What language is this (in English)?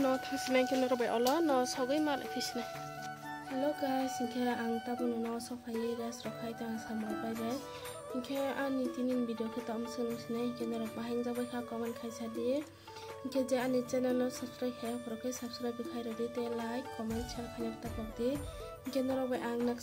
Kok Borok